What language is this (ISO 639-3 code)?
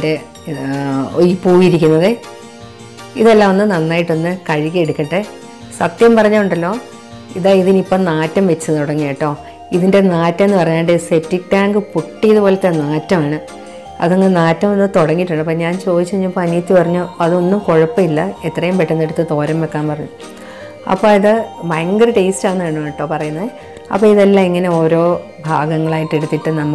mal